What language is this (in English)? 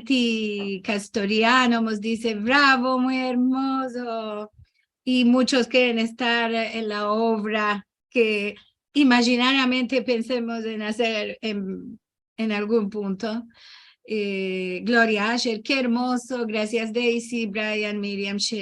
Ladino